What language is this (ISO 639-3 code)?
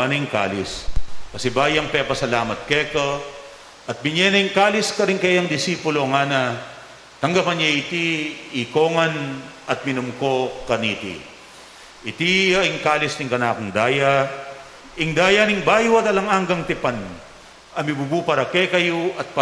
pam